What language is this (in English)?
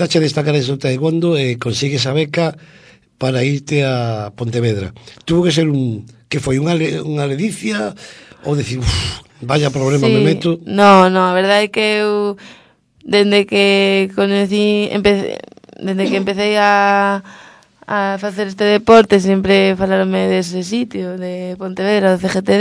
Galician